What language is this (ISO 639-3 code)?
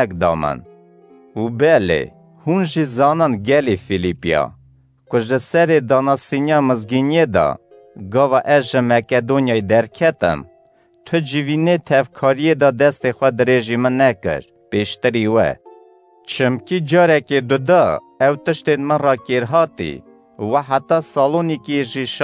kur